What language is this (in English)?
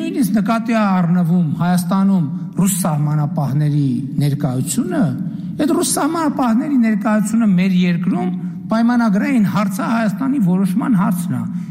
Armenian